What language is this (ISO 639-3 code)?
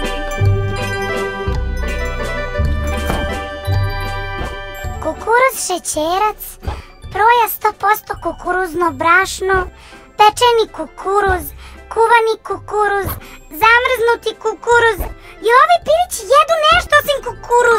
srp